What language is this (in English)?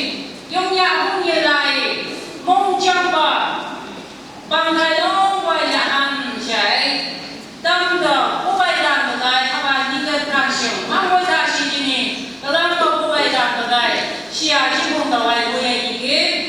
Phom Naga